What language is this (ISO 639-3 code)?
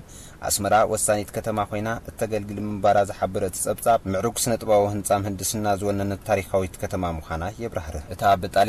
tir